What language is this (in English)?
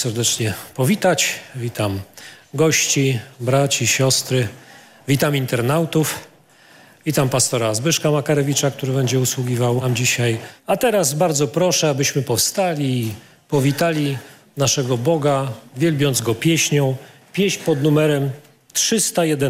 Polish